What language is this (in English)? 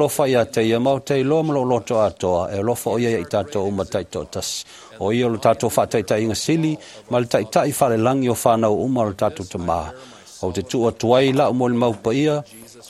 Samoan